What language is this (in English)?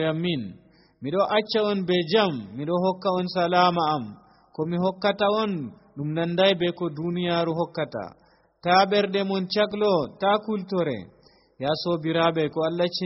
Nigerian Fulfulde